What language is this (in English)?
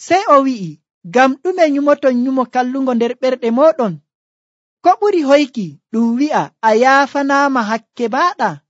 Nigerian Fulfulde